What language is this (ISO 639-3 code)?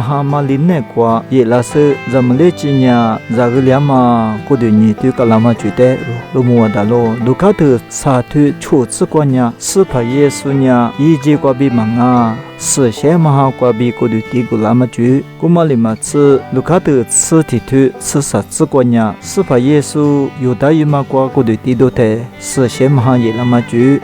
lis